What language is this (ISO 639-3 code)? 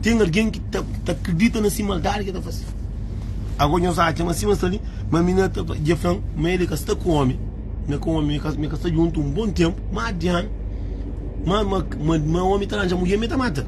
kea